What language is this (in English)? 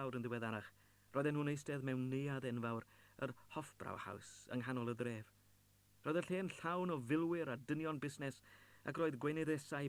Welsh